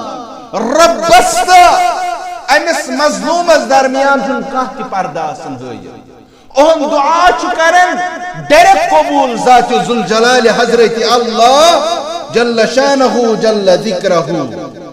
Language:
Kashmiri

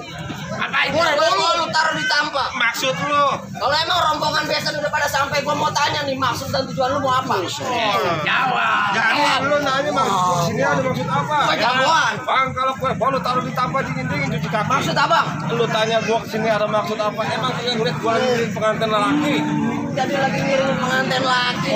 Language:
Betawi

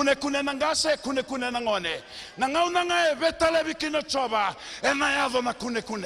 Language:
Fijian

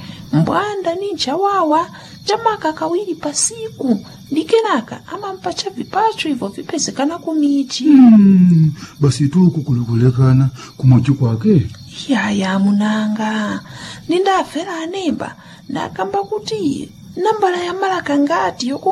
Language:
Nyanja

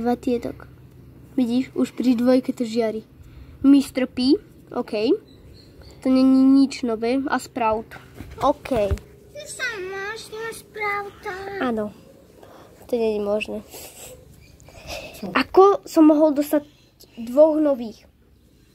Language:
Slovak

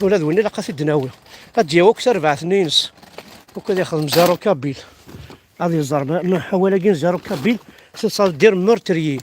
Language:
Kabyle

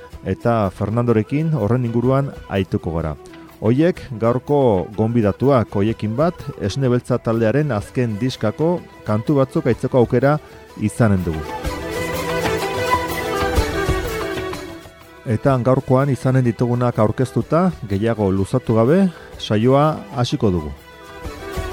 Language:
Basque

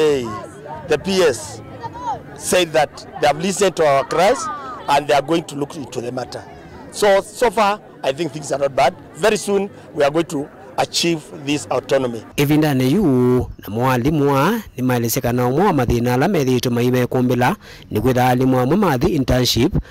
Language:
Kamba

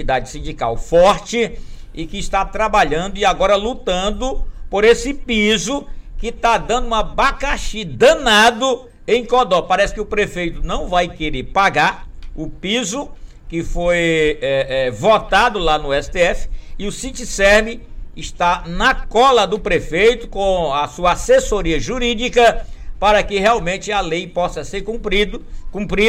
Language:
Portuguese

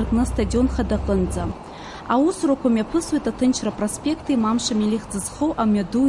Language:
Abkhazian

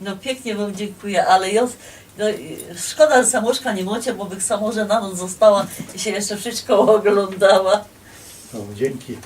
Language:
Silesian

